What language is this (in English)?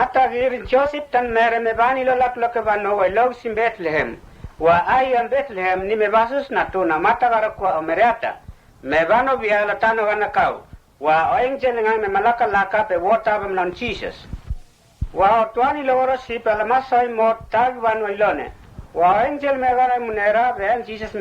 Mota